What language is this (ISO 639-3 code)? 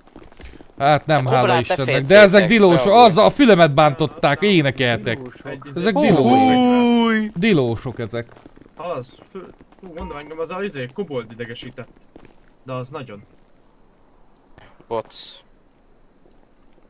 hun